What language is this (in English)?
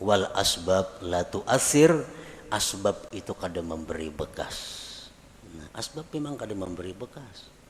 Banjar